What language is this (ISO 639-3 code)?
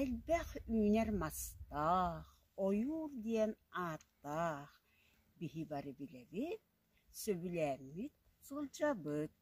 sah